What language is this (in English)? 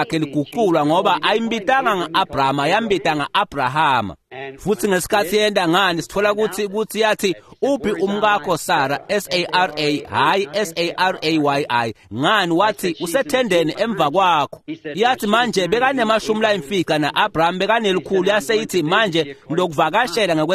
Swati